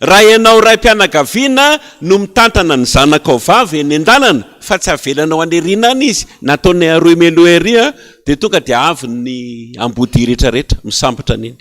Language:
Malagasy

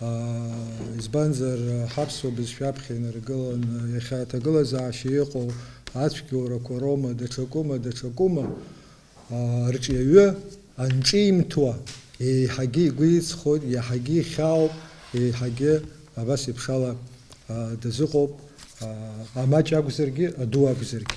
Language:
Abkhazian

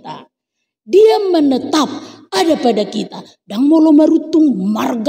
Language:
Batak Toba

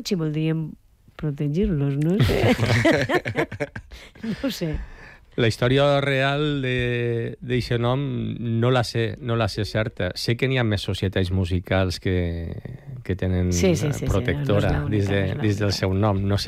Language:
Catalan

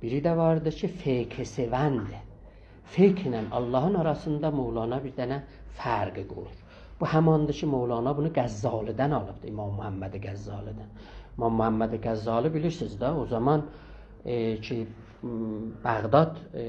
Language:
South Azerbaijani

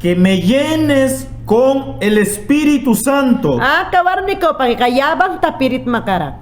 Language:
Mayangna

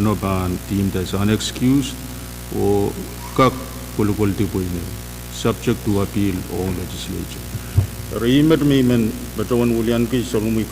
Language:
Pohnpeian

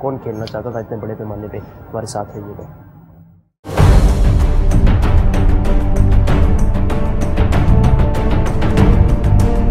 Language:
Urdu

